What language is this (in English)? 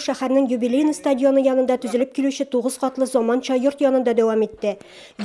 Tatar